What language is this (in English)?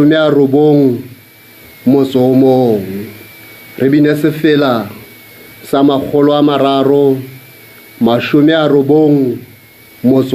Southern Sotho